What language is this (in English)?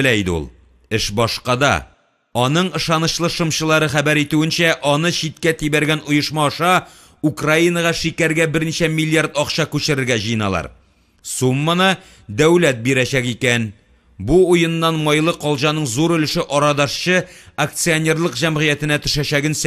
Tatar